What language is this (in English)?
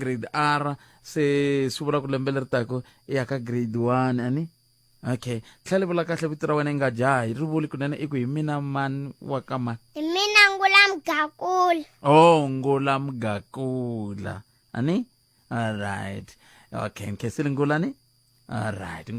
Tsonga